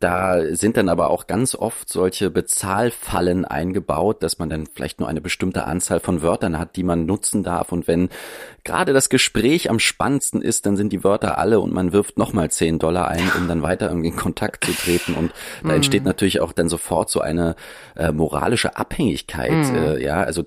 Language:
German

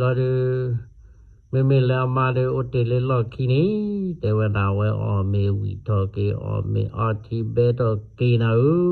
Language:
S'gaw Karen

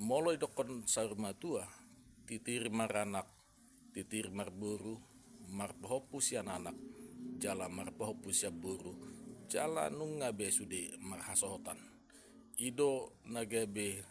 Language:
Batak Toba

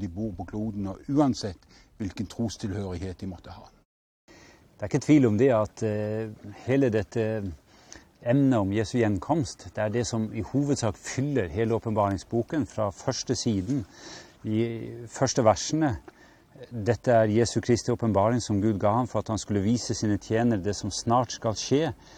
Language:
Norwegian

